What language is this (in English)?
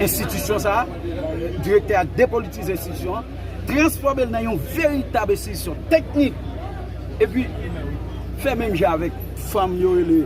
Haitian Creole